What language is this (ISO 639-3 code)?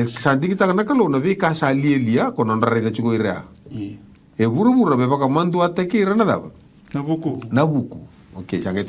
fij